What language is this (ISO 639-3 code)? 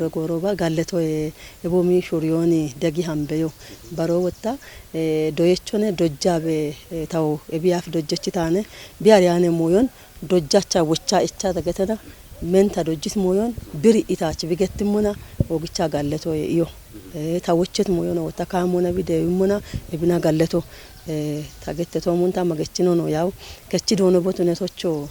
kbr